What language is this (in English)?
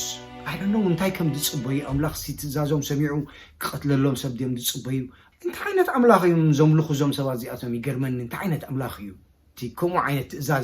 Tigrinya